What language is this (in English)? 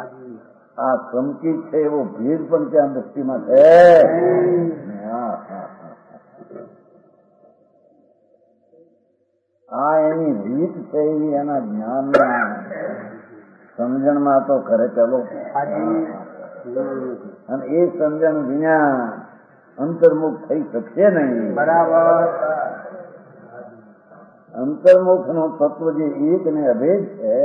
Gujarati